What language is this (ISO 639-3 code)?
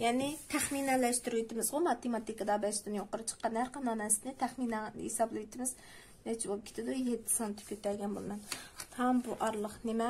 uig